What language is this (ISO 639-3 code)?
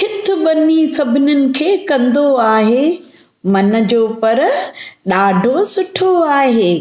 snd